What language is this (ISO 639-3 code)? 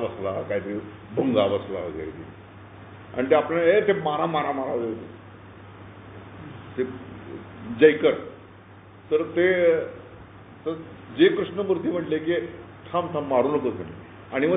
mar